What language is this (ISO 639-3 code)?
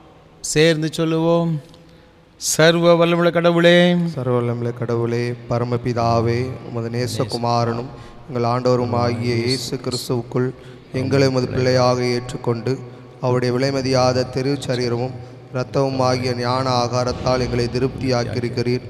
tam